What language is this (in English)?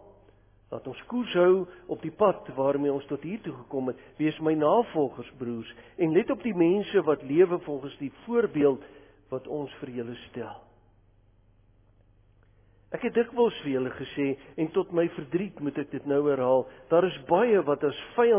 Afrikaans